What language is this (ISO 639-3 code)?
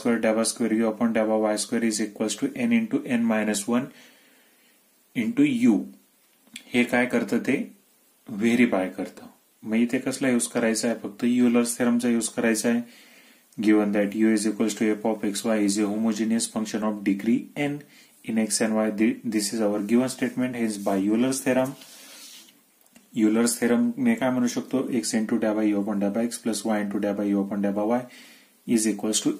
mar